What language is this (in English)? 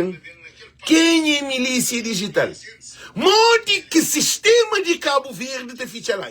Kabuverdianu